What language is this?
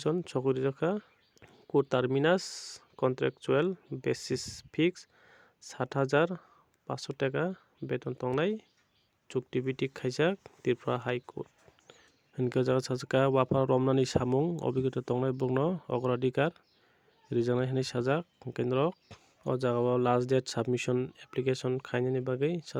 Kok Borok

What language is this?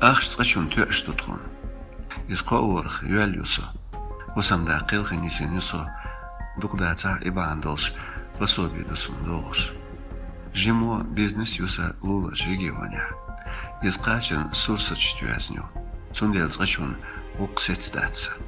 Chechen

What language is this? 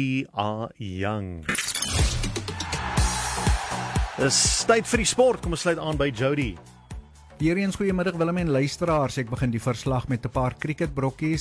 Afrikaans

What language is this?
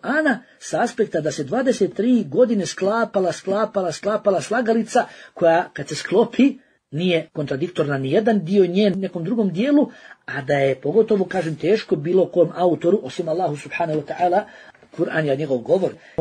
Bosnian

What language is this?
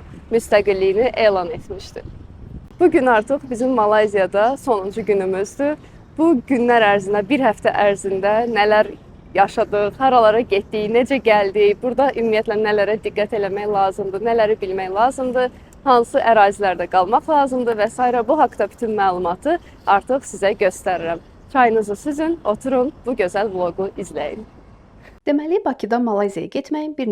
Azerbaijani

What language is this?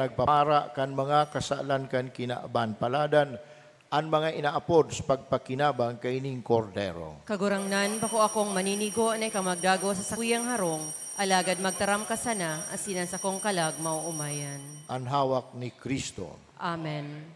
Bikol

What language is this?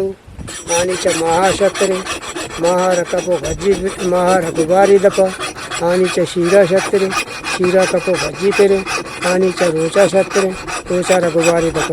Eastern Balochi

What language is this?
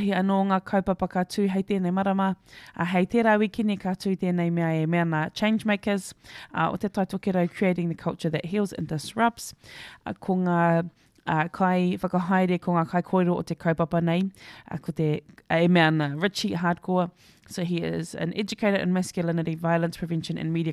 Māori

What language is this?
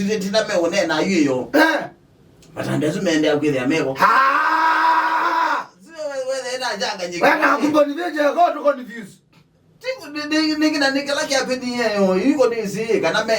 Kamba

